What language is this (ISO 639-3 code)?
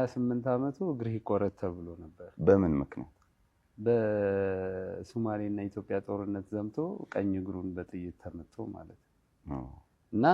amh